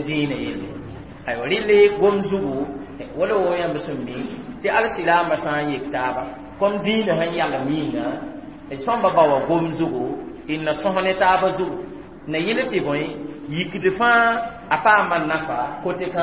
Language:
Mossi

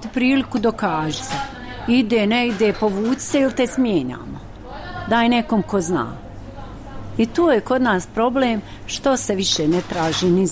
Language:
Bosnian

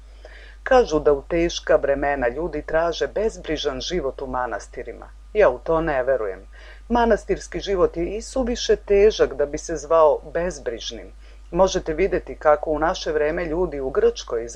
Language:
Serbian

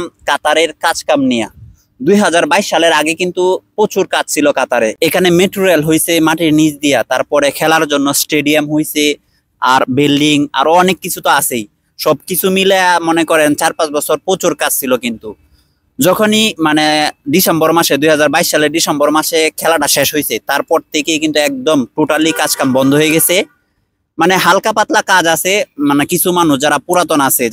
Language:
Bangla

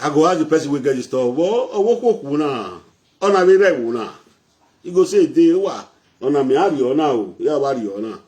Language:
Nigerian Pidgin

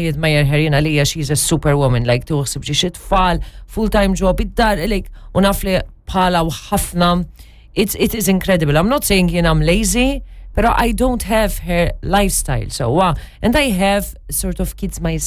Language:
Maltese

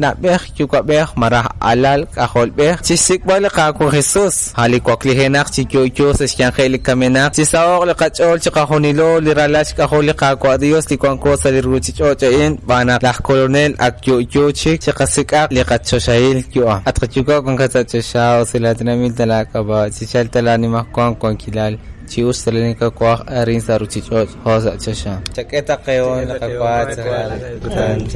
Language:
Kekchí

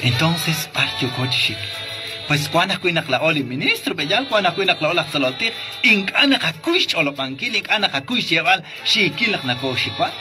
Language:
Kekchí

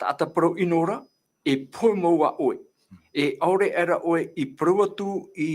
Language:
Tahitian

